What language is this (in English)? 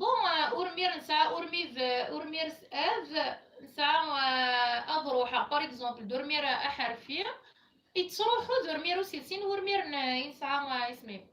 Kabyle